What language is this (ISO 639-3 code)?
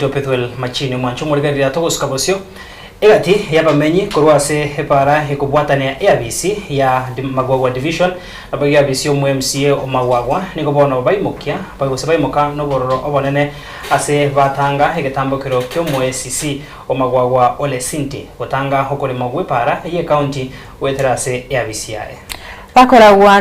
guz